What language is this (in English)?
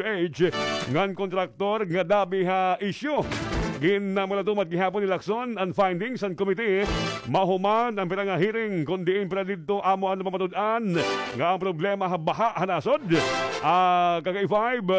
Waray